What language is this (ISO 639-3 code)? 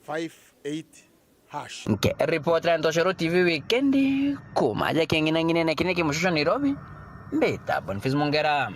mer